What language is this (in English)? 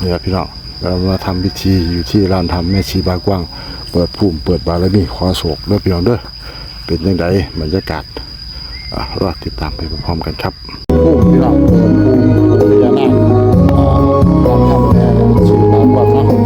Northeastern Thai